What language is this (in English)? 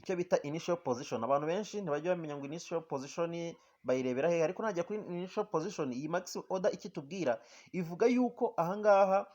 Kinyarwanda